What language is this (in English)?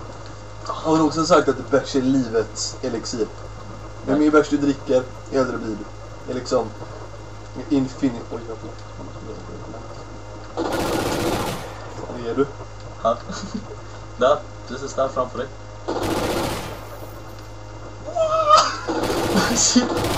Swedish